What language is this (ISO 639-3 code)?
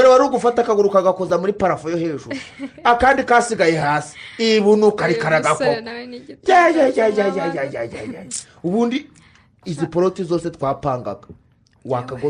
kin